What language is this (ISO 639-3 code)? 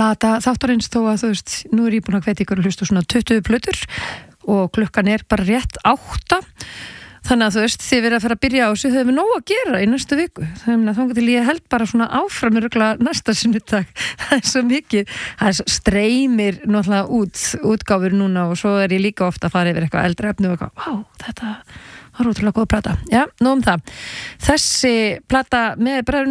isl